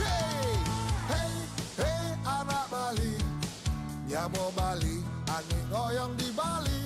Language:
Balinese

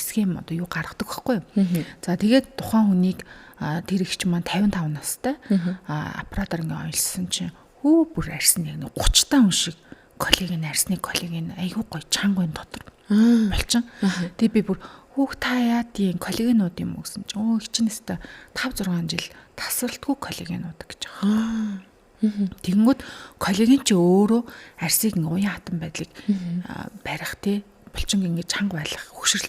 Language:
Mongolian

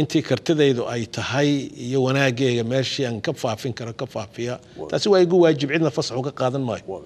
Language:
Somali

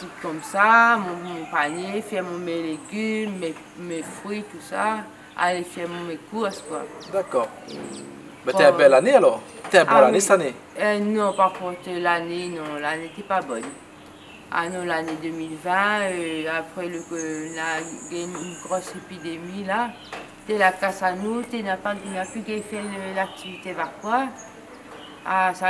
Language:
Réunion Creole French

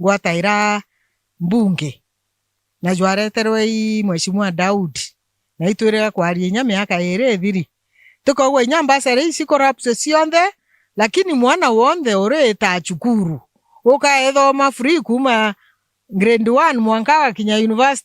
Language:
Meru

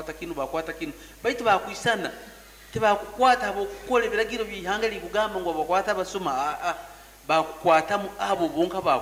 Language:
Nyoro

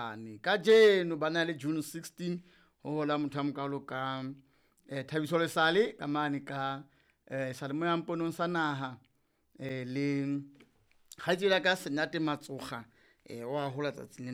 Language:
Southern Sotho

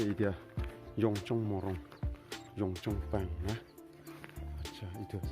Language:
Naga Pidgin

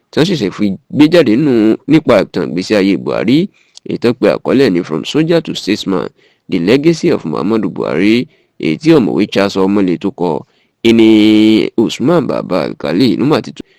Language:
Yoruba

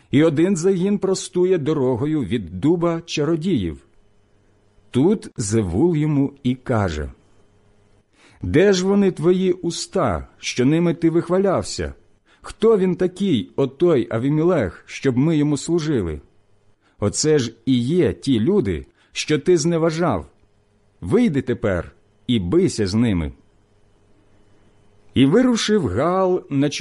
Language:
Ukrainian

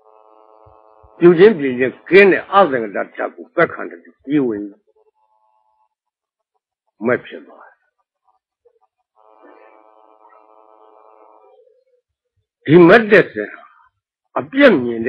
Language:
Burmese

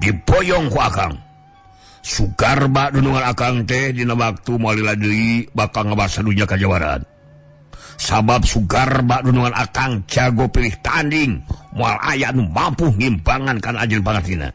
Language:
Sundanese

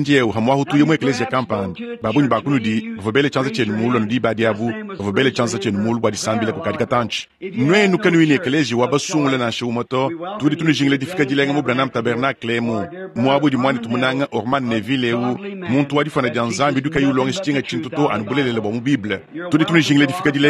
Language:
Luba-Lulua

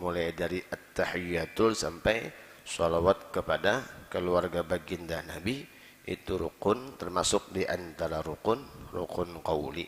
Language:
Banjar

